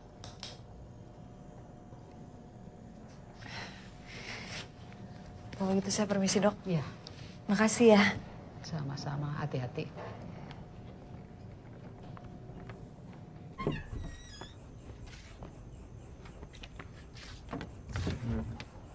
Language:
Indonesian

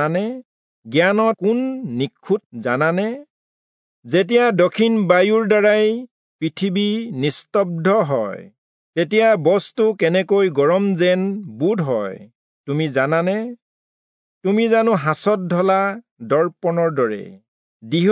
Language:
Assamese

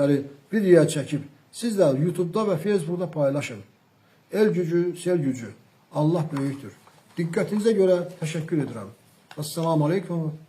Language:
Azerbaijani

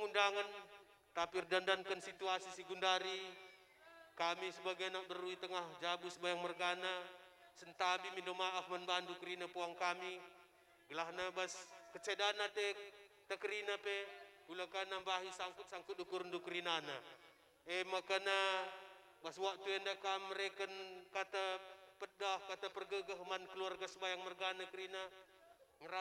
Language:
Batak Karo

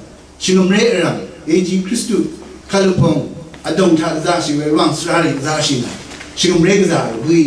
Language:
Rawang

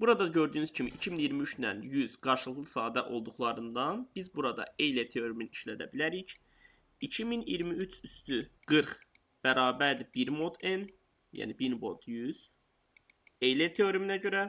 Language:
Azerbaijani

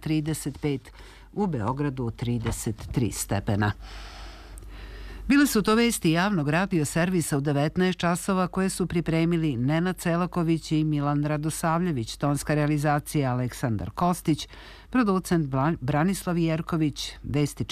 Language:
Serbian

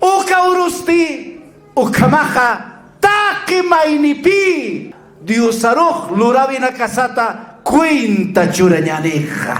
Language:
Aymara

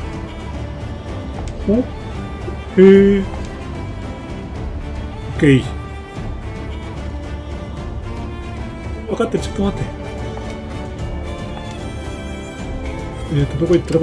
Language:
Japanese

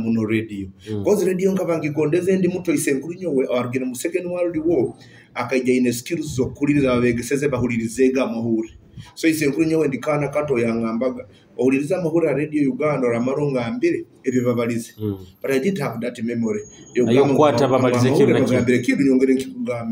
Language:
Nyoro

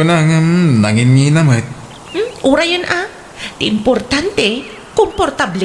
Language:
Iloko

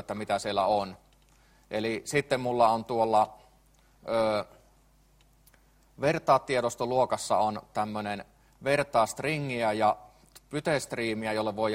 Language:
Finnish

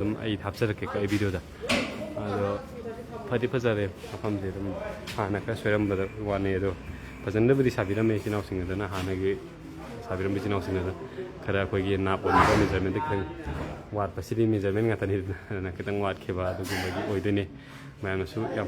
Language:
Manipuri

